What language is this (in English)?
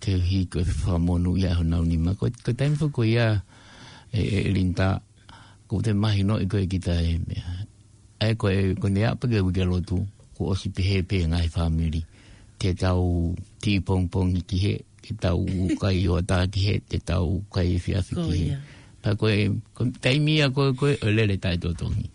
Tongan